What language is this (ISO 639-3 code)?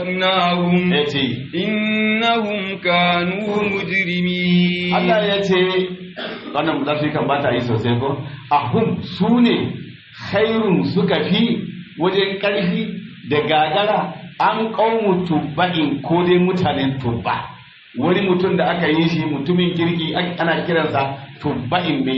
hau